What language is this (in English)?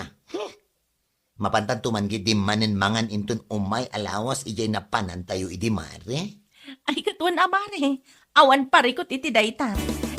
Iloko